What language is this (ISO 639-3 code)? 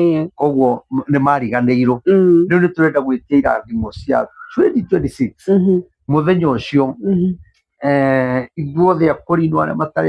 kik